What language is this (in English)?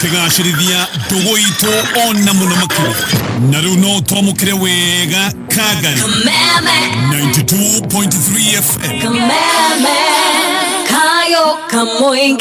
Kikuyu